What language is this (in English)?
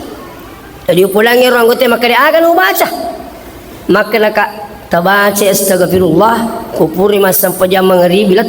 Buginese